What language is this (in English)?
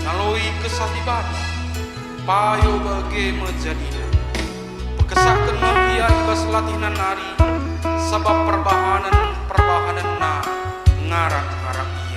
Batak Karo